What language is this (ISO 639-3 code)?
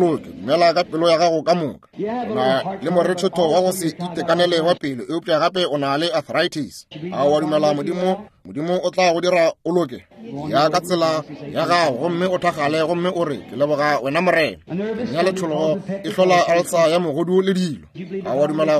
nso